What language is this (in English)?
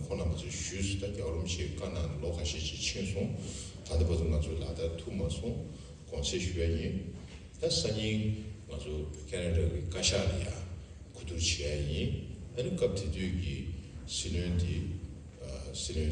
Tibetan